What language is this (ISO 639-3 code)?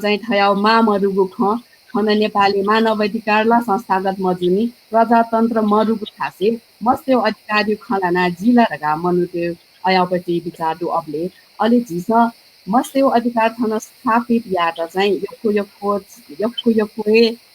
new